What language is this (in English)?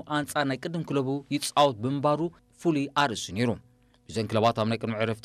Tigrinya